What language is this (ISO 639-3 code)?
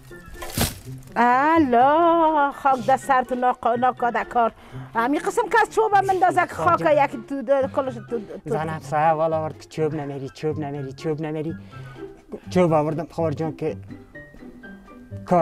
fas